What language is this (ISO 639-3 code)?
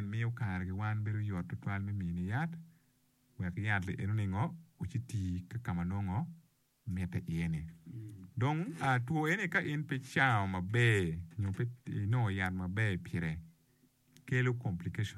ach